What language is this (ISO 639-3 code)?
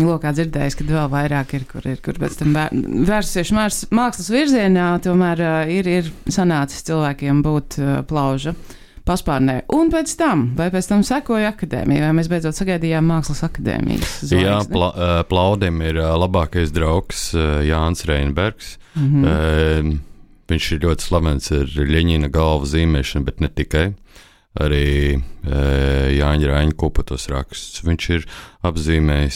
lav